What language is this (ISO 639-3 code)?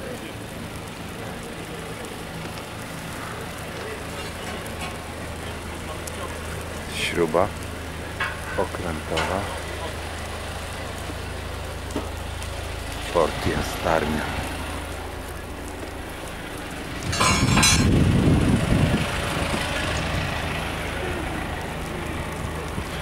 pol